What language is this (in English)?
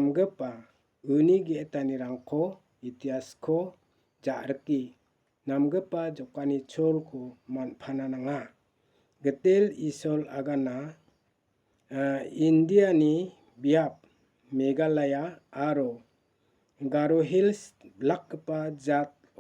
Garo